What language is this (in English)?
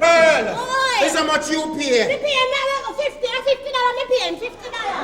Jamaican Creole English